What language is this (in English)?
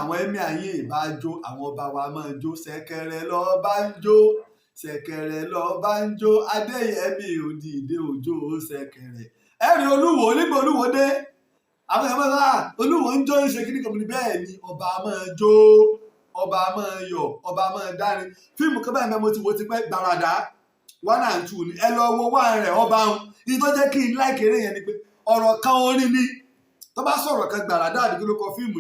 Yoruba